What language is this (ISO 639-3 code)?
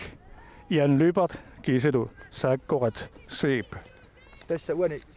kal